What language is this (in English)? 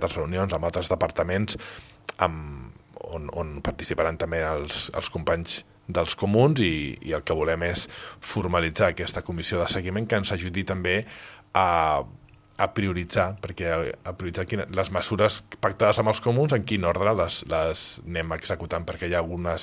Catalan